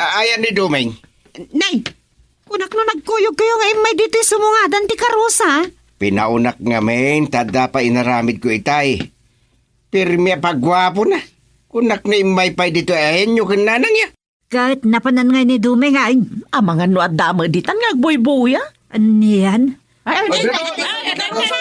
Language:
Iloko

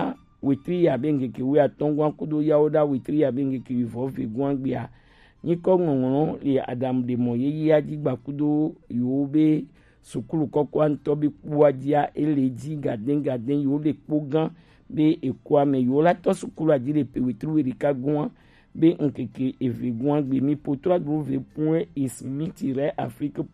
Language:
Gen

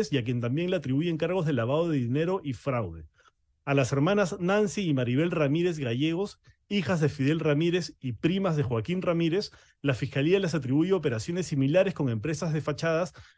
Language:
Spanish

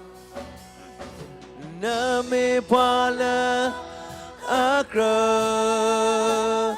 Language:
S'gaw Karen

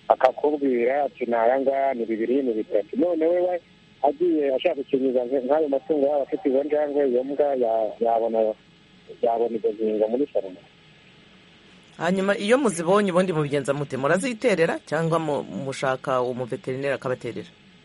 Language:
Kinyarwanda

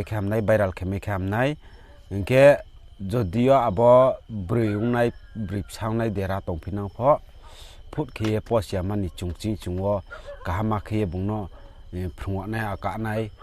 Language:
Riang (India)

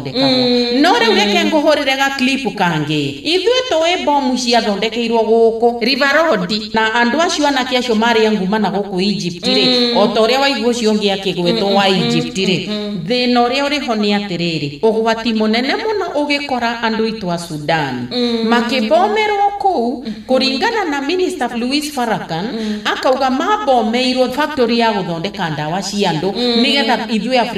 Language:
Kikuyu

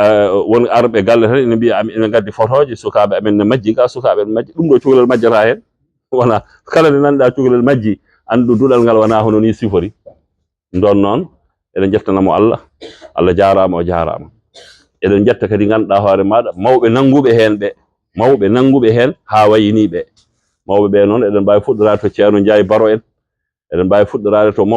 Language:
Fula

